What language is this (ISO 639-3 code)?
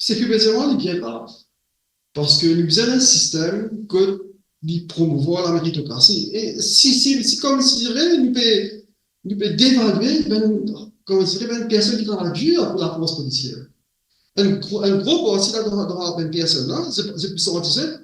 mfe